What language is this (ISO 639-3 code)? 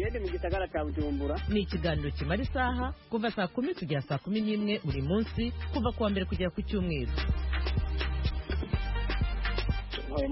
kin